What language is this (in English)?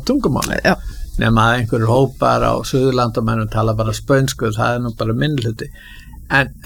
Icelandic